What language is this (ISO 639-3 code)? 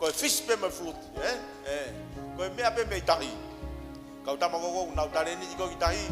ton